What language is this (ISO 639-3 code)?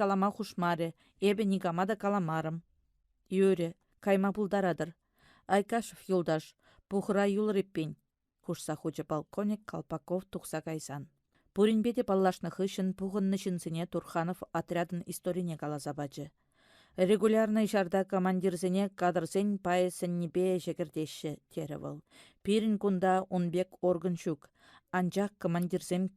chv